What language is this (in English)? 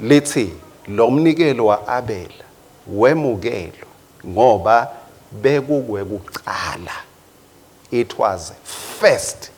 Swati